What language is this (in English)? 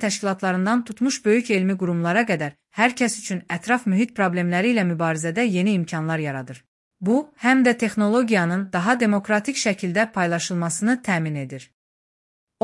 Azerbaijani